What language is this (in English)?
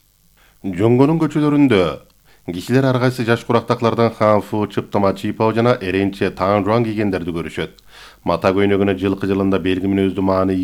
Kyrgyz